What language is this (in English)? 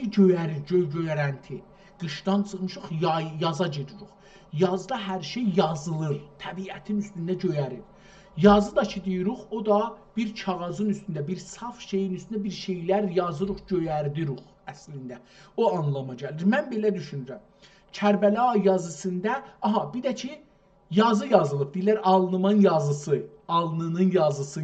South Azerbaijani